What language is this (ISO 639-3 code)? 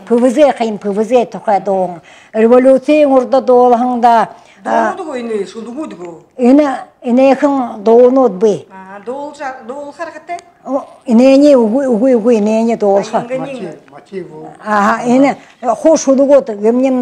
bua